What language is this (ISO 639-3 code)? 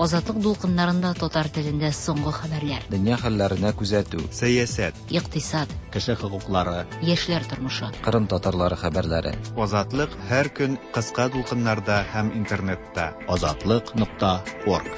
tat